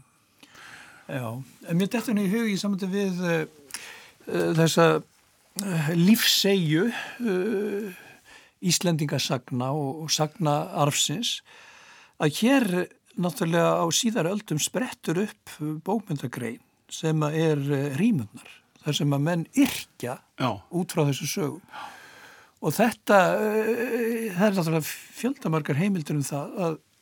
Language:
Icelandic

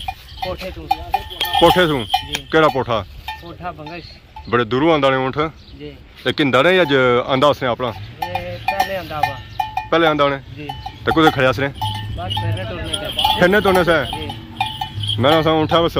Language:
Pahari-Potwari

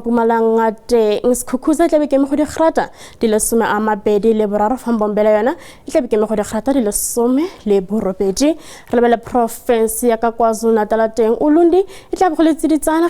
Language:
Tswana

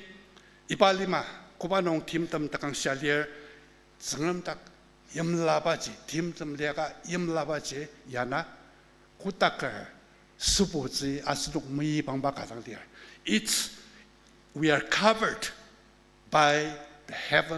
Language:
Ao Naga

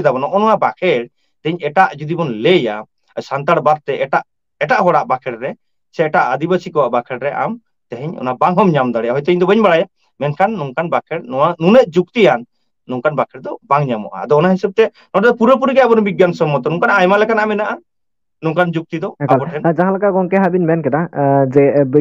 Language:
Santali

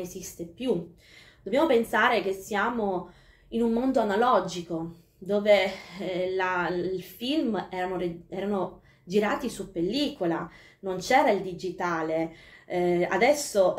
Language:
Italian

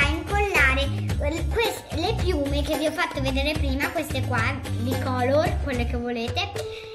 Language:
Italian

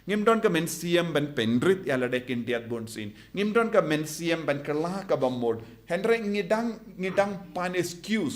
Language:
Khasi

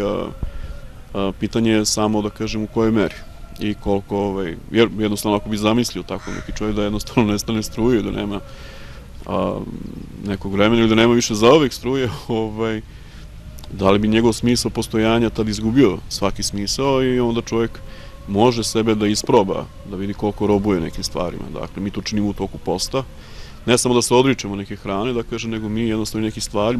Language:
Serbian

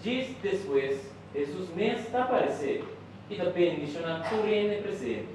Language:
Papiamento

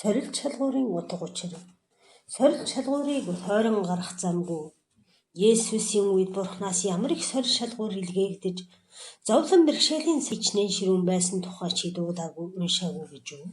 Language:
Mongolian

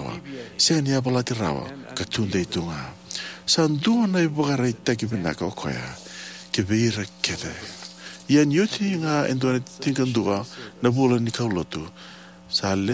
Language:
Fijian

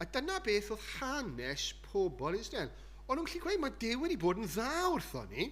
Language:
Welsh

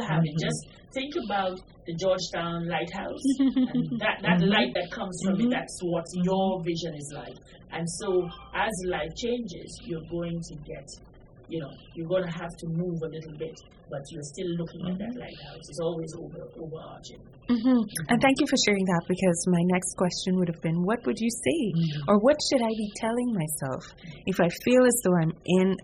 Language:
English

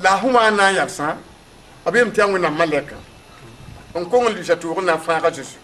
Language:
Mossi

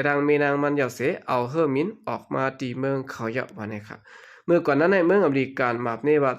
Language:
Shan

